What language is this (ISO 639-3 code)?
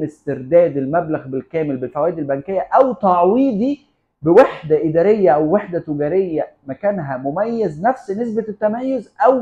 arz